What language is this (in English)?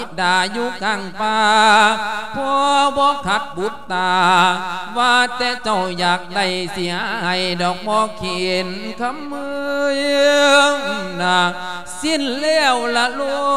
Lao